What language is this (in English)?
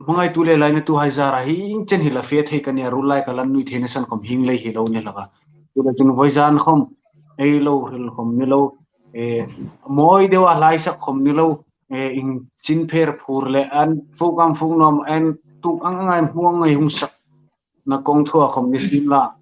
Hmar